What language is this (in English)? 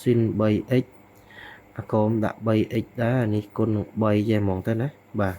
Khmer